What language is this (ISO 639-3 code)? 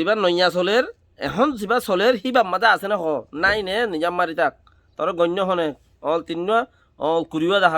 rhg